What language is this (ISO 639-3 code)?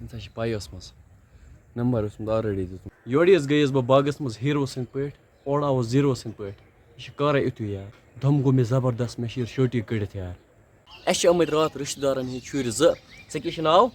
kas